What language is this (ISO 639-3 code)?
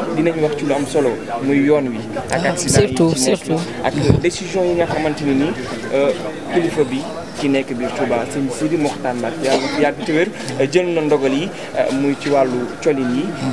wol